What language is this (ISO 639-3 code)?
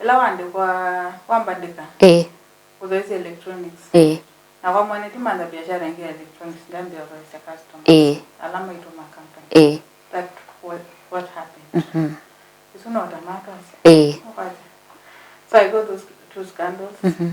kam